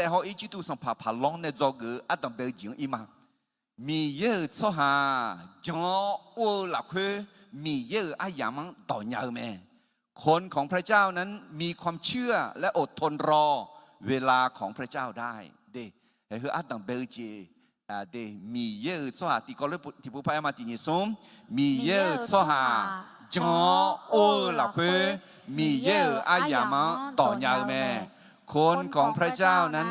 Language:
Akha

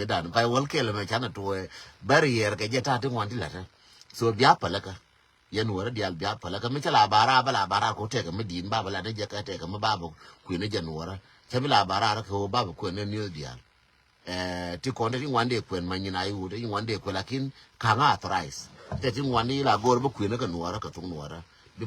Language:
Nuer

